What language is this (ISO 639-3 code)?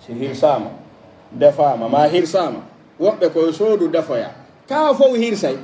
fuf